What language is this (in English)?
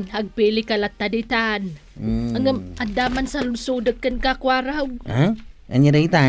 Iloko